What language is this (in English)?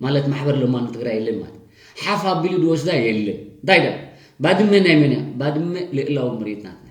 Tigrinya